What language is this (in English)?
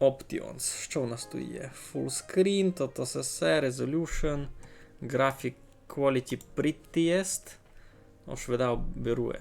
Rusyn